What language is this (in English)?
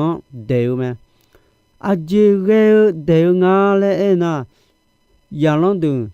Akha